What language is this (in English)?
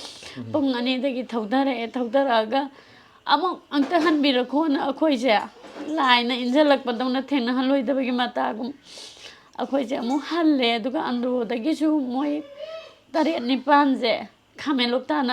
Manipuri